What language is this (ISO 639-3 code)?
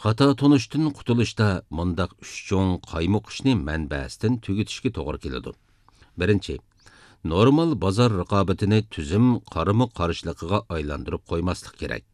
uig